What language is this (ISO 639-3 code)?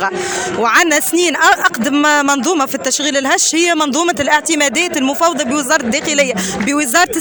aeb